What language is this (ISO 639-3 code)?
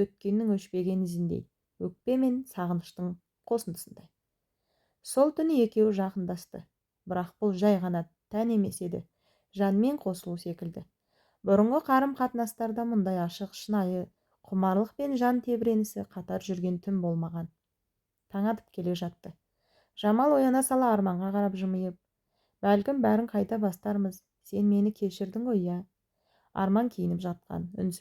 kaz